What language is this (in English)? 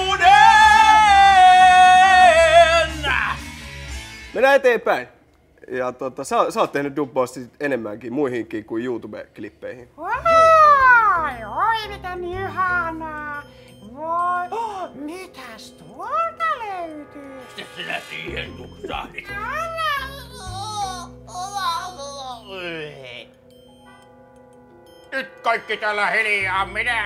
Finnish